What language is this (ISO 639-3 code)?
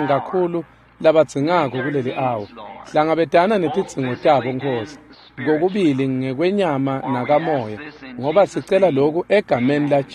ssw